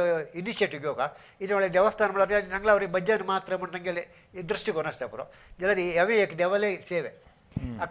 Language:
Konkani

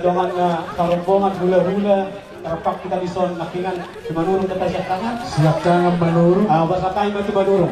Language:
Batak Toba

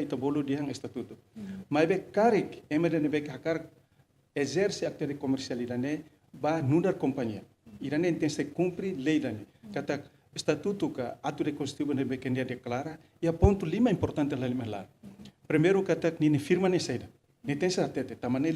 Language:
Tetum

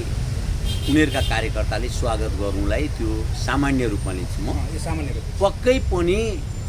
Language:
Nepali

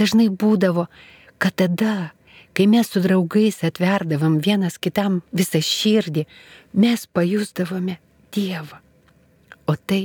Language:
Lithuanian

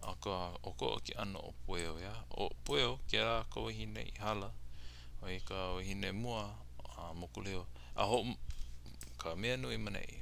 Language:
Hawaiian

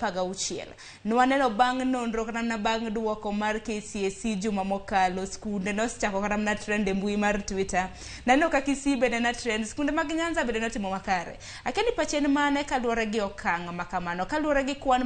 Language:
Luo (Kenya and Tanzania)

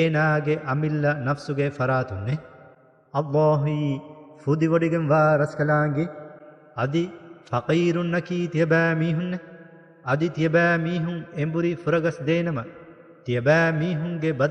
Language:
Divehi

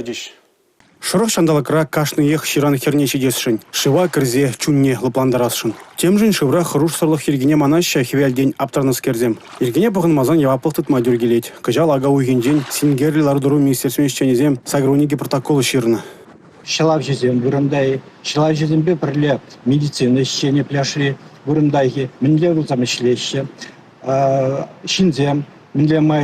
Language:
Chuvash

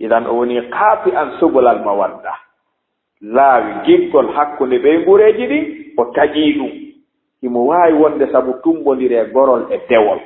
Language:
Fula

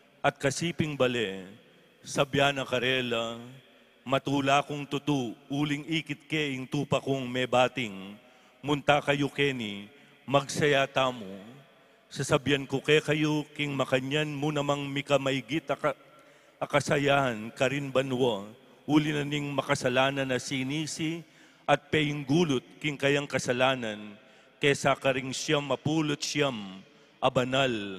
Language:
Pampanga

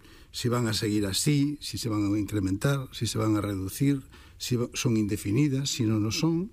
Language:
Galician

